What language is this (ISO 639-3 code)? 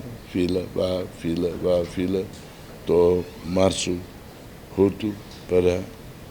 tet